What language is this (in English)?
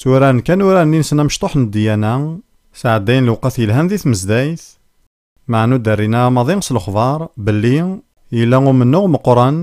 Kabyle